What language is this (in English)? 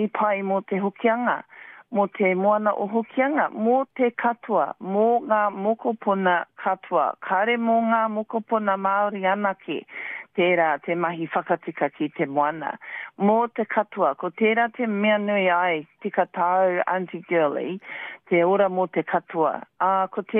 Māori